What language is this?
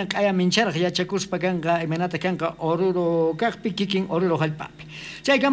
South Bolivian Quechua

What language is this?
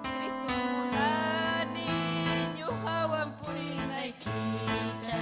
Ayacucho Quechua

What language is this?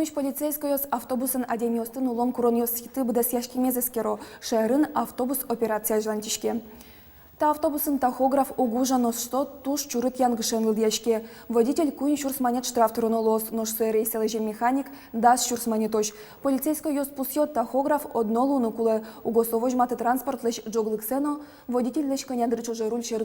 Udmurt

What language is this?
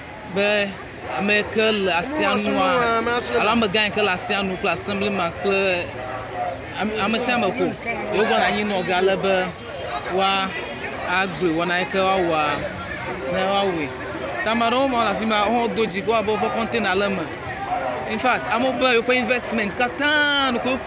Ewe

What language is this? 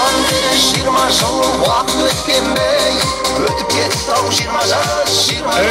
Kazakh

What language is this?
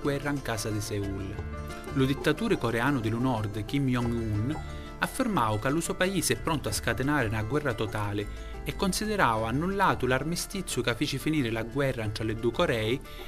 Sicilian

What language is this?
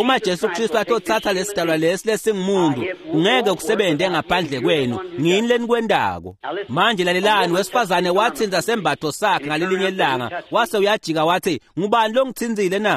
Swati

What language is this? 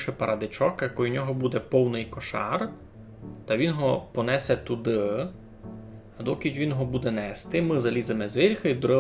Rusyn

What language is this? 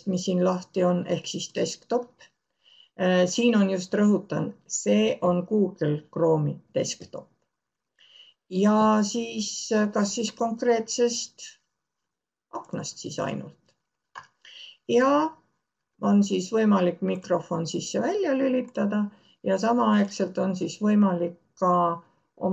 Estonian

